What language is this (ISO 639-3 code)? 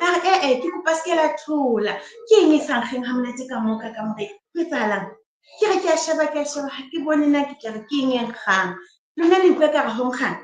sot